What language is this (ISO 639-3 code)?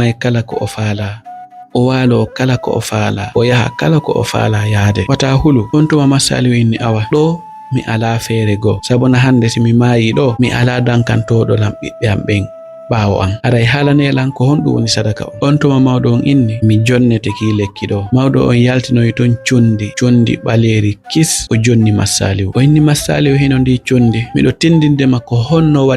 ful